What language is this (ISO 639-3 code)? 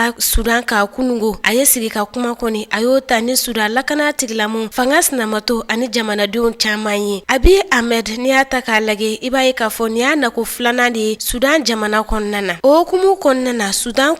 bam